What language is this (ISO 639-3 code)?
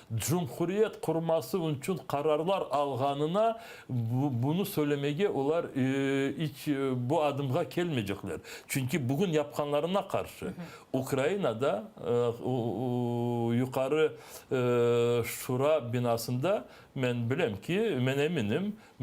crh